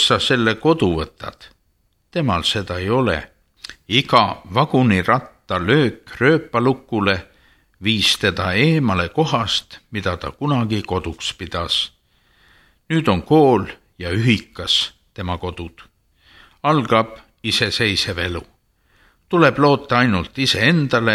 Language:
Estonian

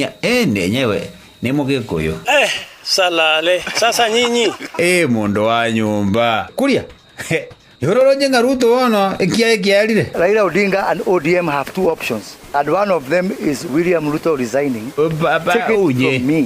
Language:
Gusii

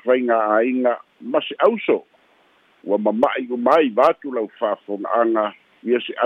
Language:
Samoan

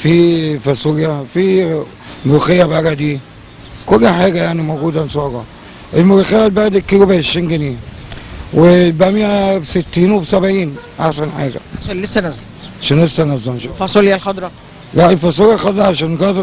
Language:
Egyptian Arabic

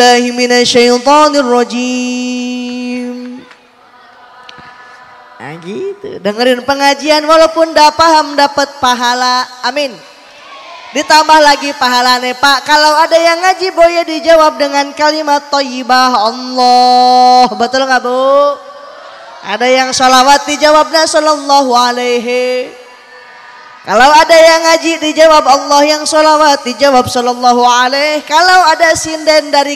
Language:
Indonesian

